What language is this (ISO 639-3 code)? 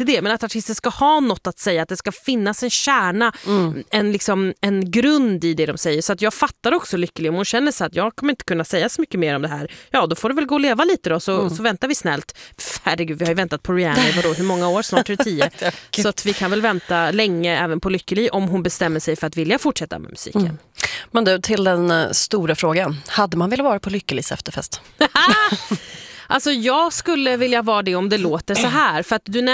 swe